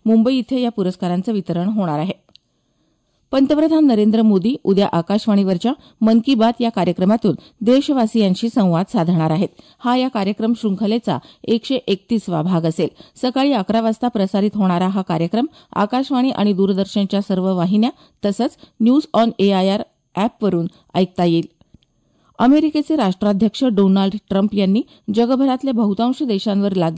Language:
Marathi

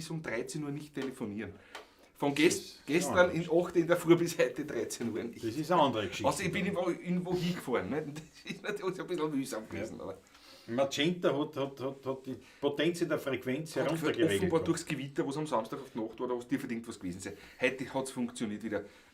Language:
Bavarian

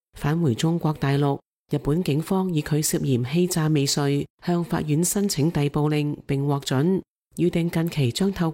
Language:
Cantonese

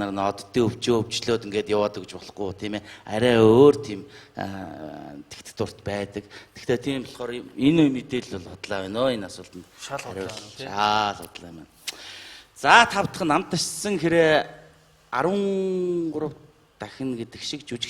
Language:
Mongolian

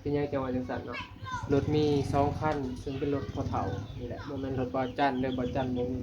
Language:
Northeastern Thai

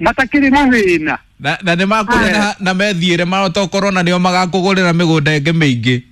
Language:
Kikuyu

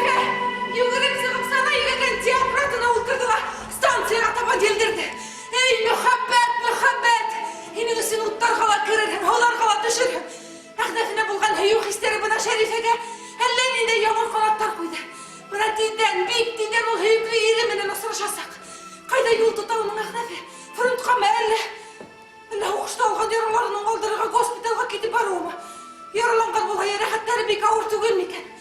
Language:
Bashkir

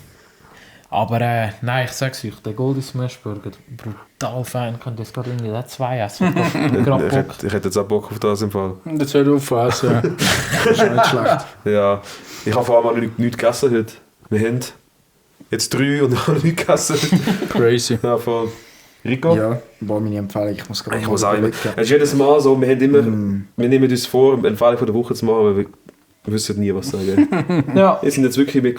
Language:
Swiss German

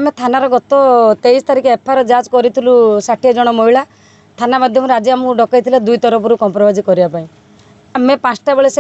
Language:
Odia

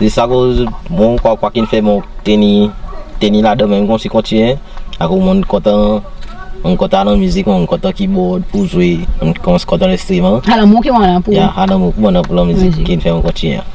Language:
Seselwa Creole French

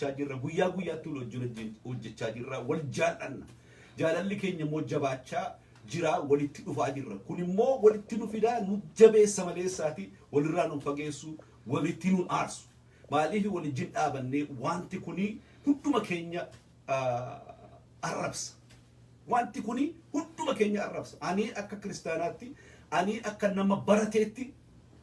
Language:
Oromo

